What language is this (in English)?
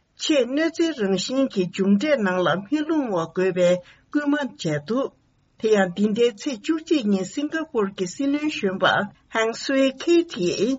Tibetan